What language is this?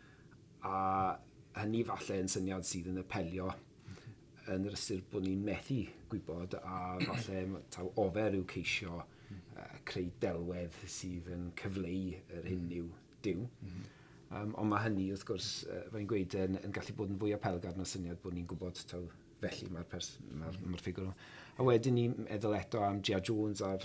Welsh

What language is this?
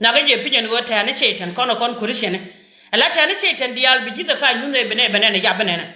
Nuer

